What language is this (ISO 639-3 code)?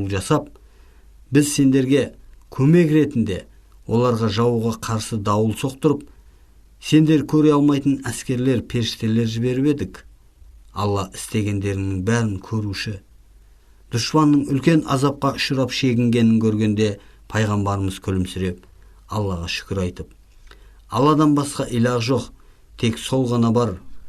kaz